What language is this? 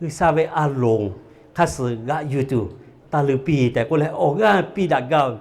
Lahu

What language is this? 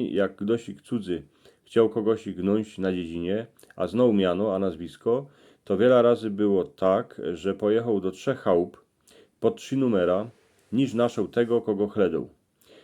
Silesian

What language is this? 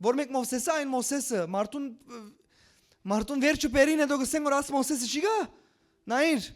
Western Armenian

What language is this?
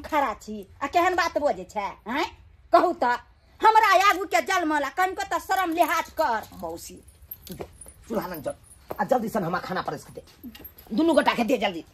Maithili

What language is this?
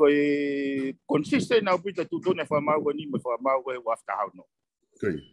Tongan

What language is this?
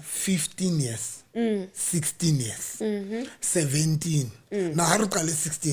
Southern Sotho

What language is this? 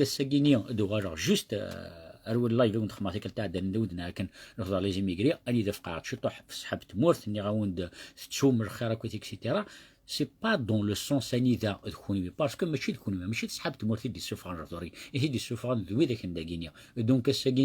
Kabyle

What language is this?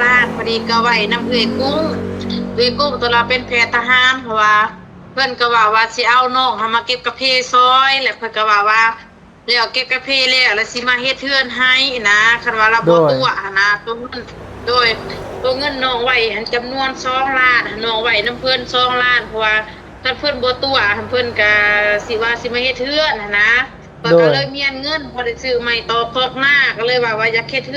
Northeastern Thai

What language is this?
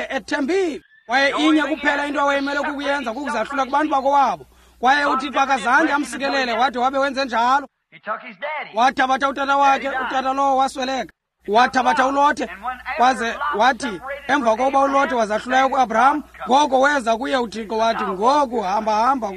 Xhosa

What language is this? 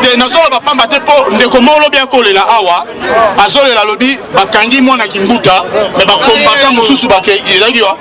Lingala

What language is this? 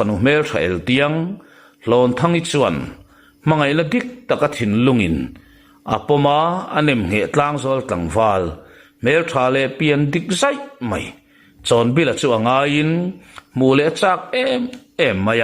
Mizo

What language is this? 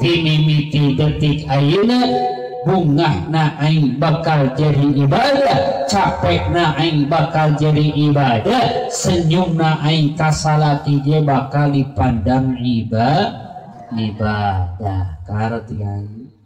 Sundanese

